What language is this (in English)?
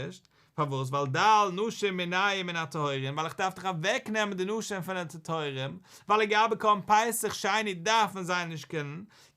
Yiddish